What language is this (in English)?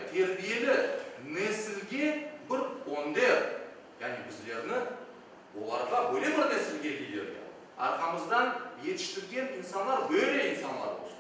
Crimean Tatar